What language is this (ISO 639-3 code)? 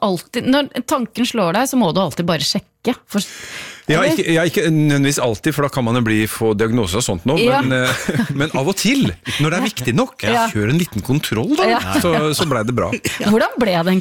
nor